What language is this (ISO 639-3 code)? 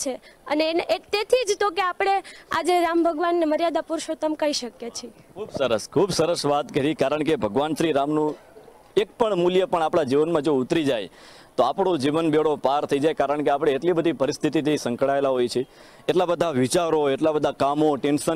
guj